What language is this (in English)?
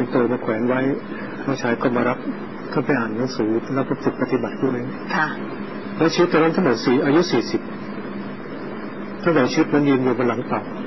Thai